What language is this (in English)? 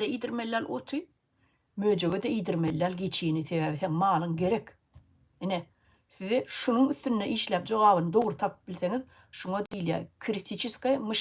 Turkmen